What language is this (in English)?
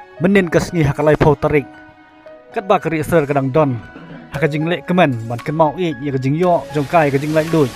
Khasi